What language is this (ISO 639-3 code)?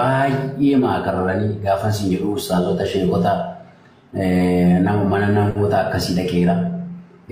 orm